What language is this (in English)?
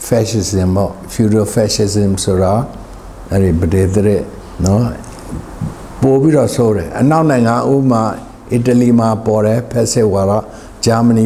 Burmese